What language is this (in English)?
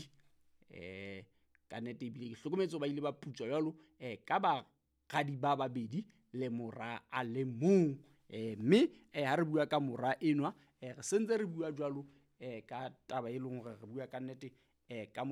Southern Sotho